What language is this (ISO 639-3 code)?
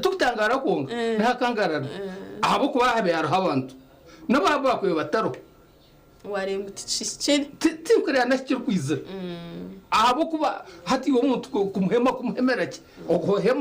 nyn